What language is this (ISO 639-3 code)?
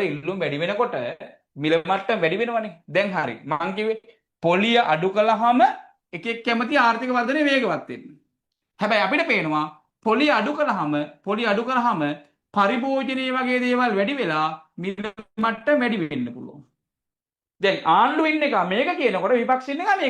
sin